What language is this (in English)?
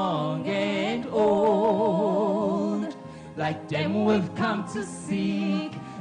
Ewe